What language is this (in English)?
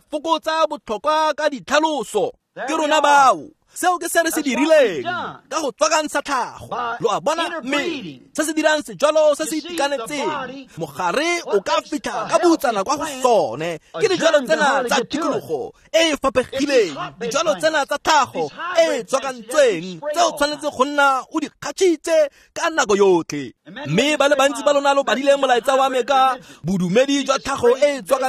Tswana